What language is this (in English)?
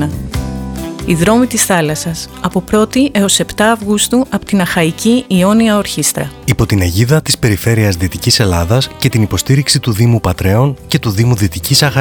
Greek